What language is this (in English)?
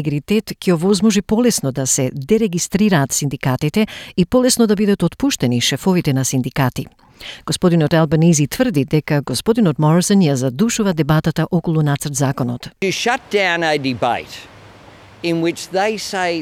Macedonian